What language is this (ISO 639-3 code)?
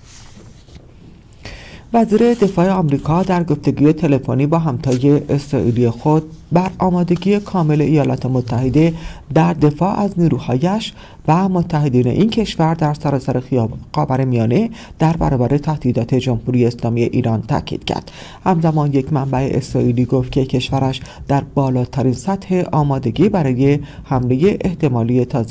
fas